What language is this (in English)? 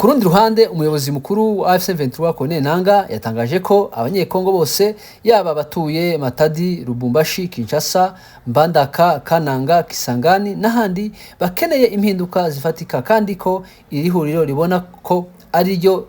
Kinyarwanda